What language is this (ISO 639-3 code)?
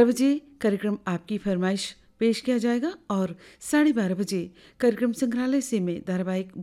hin